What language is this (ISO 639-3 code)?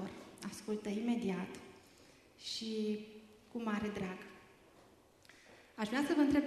ron